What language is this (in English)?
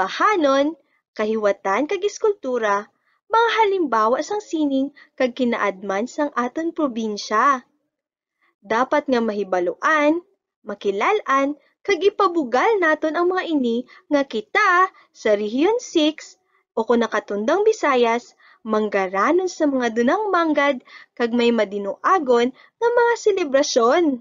Hiligaynon